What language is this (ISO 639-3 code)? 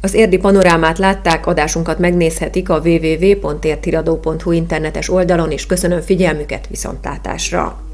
hun